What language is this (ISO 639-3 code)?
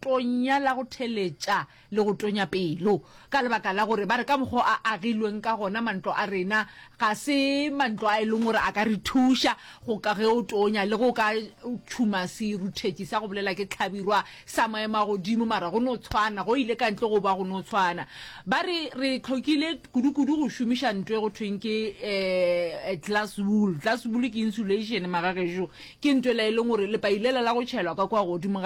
nso